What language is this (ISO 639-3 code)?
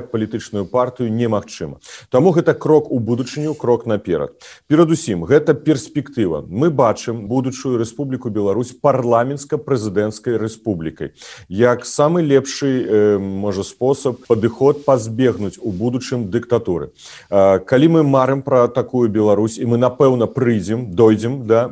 bel